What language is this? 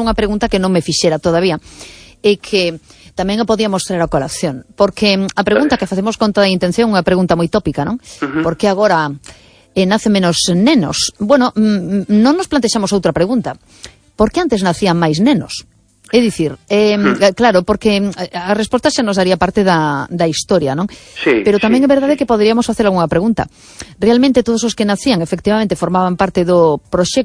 Galician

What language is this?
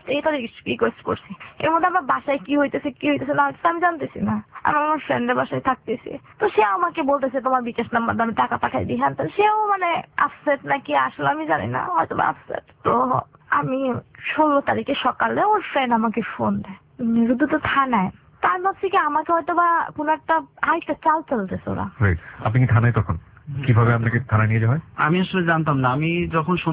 Bangla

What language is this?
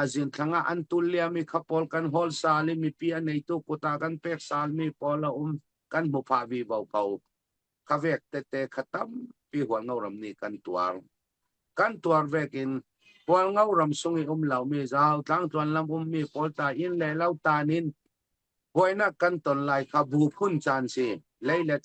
Falam Chin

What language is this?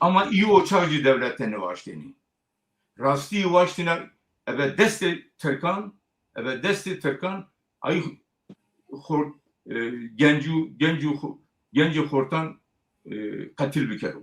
Zaza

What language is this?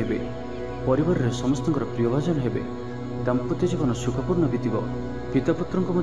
Odia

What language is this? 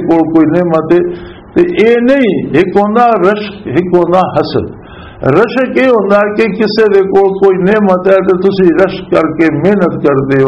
Western Panjabi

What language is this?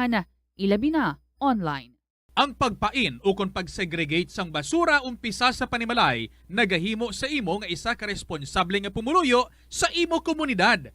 Hiligaynon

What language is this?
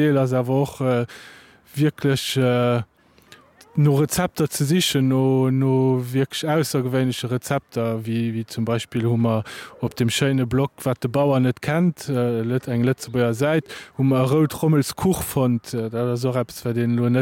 Luxembourgish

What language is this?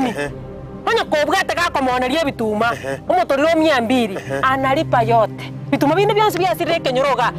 Gusii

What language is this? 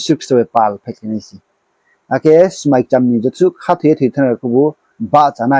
Riang (India)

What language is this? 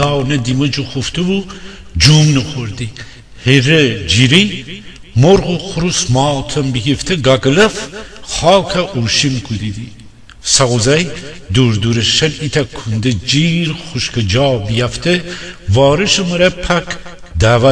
Gilaki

